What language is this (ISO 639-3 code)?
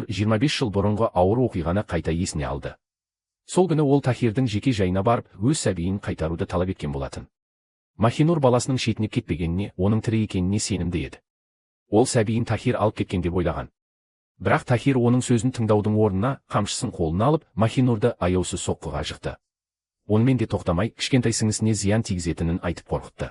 kaz